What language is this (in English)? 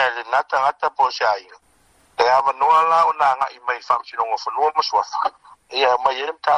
Samoan